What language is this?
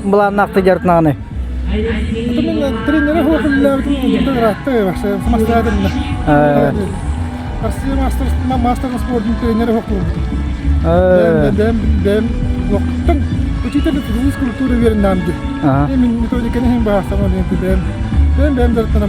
Yakut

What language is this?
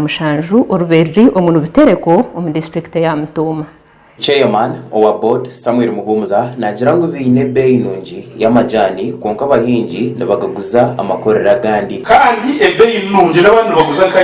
Nyankole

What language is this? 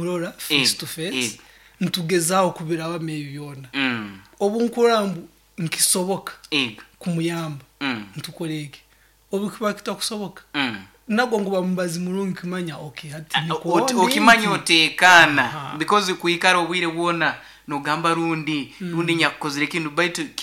Nyoro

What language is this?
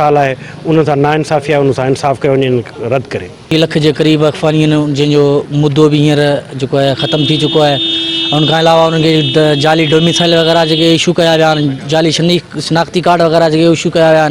Sindhi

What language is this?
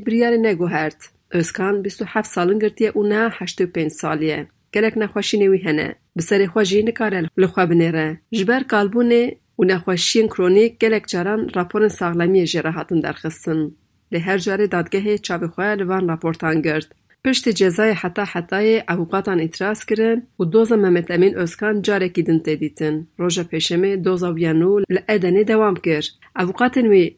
Kurdish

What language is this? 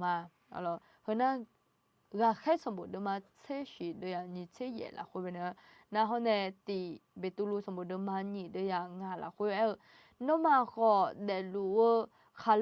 Akha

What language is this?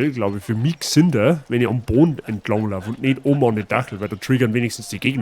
Bavarian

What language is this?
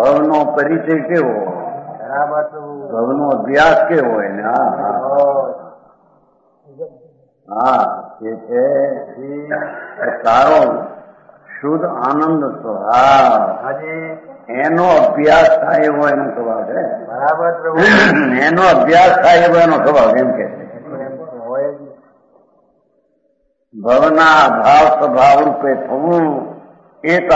Gujarati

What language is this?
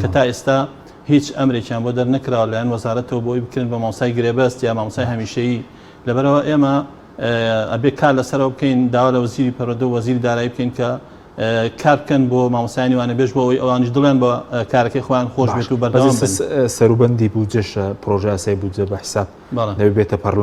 Central Kurdish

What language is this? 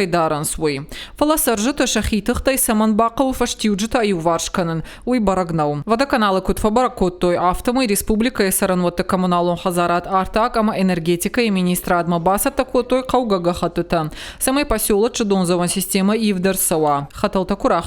Ossetic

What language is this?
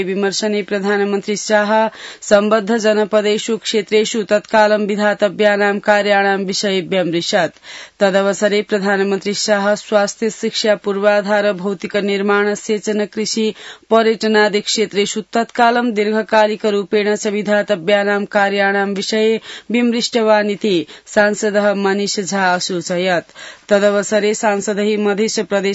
Sanskrit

